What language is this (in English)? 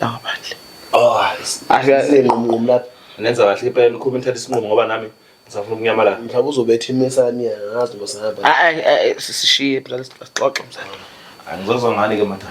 Zulu